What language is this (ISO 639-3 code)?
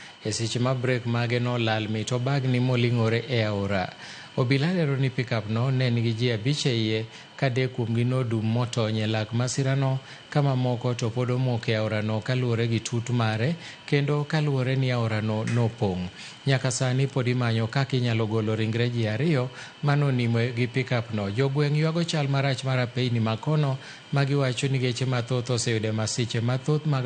luo